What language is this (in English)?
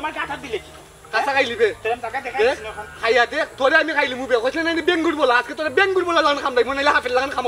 Sylheti